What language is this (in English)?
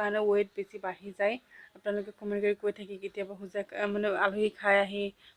Assamese